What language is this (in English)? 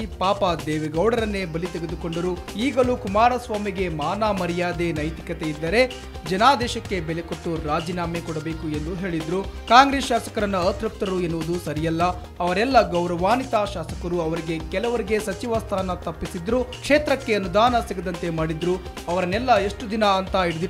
Kannada